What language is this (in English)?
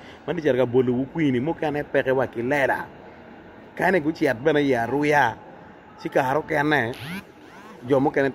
Acoli